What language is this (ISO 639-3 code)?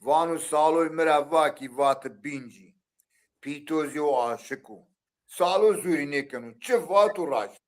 zza